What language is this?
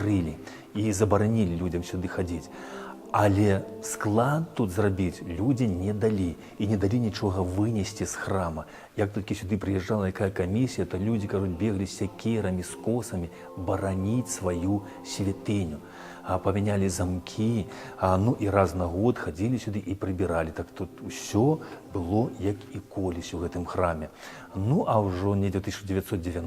Belarusian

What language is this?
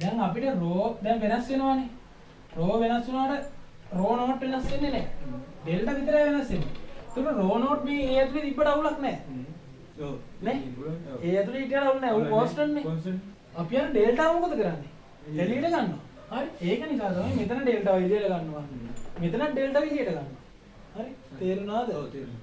Sinhala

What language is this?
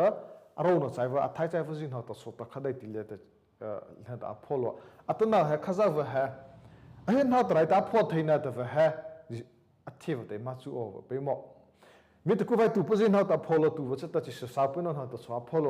Mara Chin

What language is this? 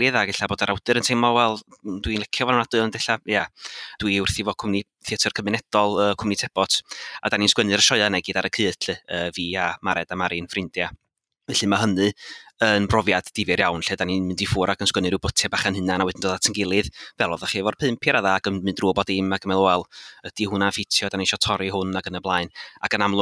Welsh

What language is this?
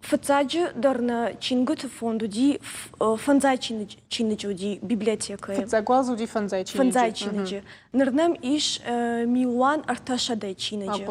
Ossetic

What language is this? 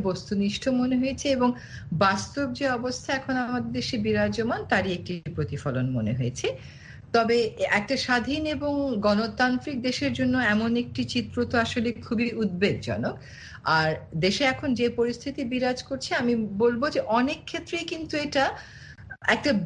Bangla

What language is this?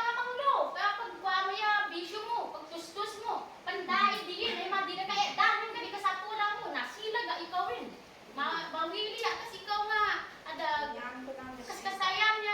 Isnag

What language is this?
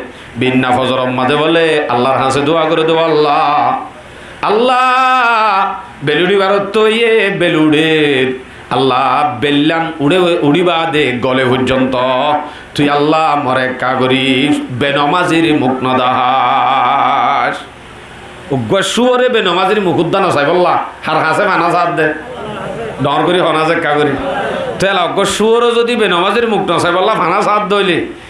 Rohingya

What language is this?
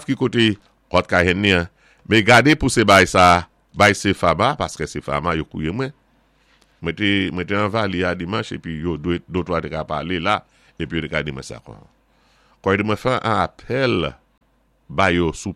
Saint Lucian Creole French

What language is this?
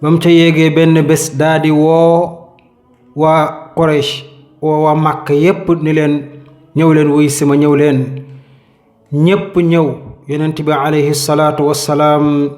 Wolof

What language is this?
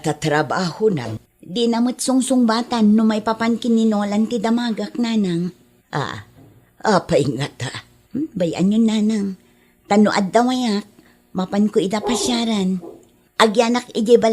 Iloko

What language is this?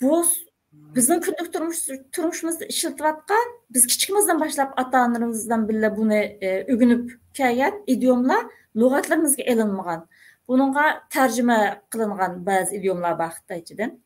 Uyghur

